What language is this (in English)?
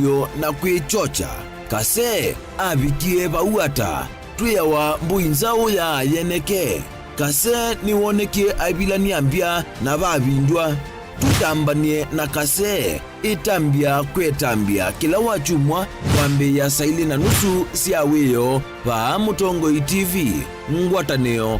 Kamba